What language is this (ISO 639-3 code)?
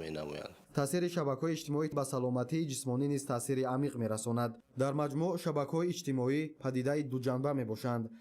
tgk